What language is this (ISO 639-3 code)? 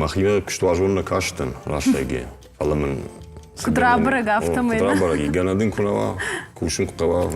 oss